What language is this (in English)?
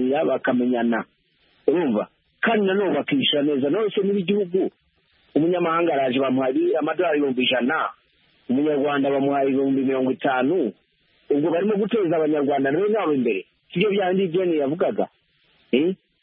Kinyarwanda